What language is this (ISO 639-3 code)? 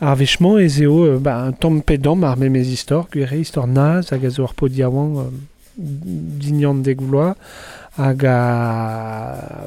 bre